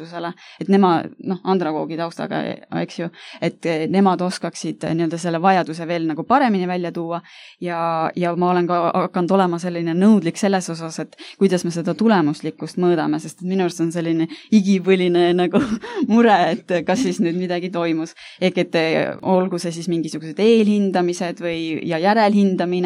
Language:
Estonian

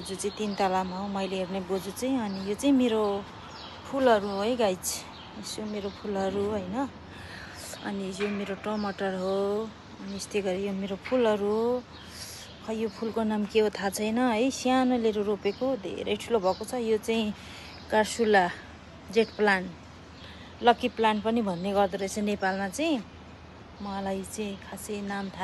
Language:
Nepali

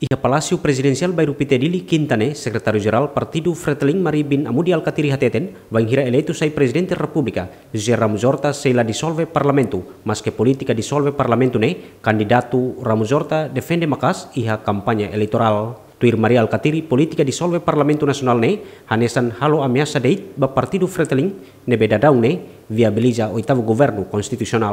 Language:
Tetum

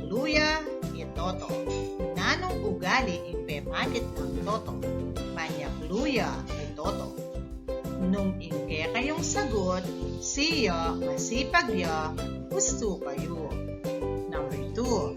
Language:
Pampanga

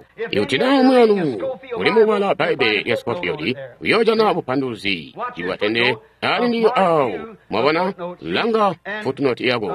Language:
Tonga (Zambia)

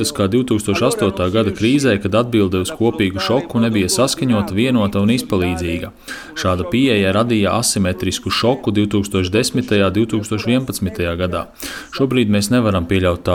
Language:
Latvian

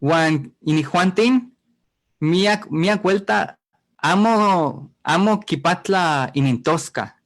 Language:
Eastern Huasteca Nahuatl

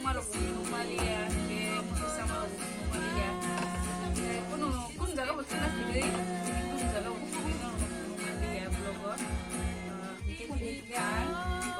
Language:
Kok Borok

